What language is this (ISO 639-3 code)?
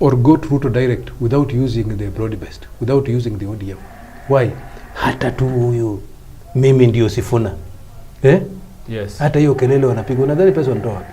swa